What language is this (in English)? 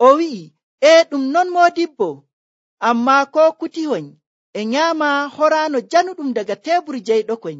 Nigerian Fulfulde